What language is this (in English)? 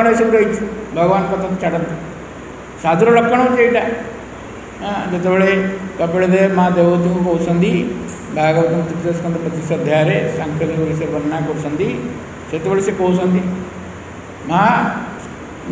Odia